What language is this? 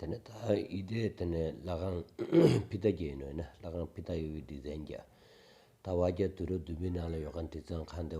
Stod Bhoti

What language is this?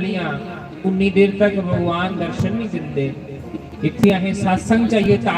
Dogri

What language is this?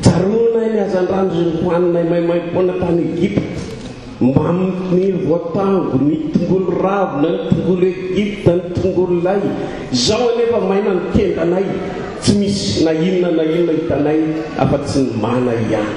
Malagasy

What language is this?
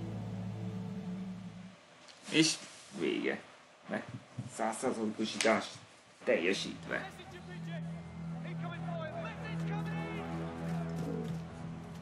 Hungarian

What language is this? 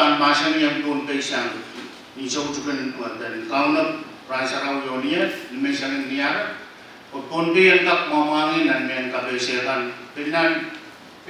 Pohnpeian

